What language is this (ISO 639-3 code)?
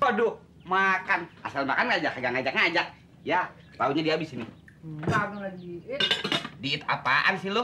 bew